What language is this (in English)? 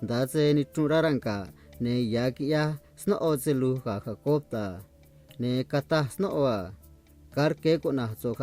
Copala Triqui